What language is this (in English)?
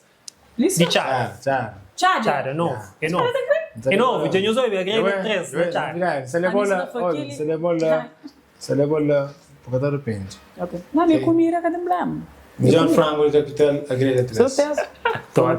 Kabuverdianu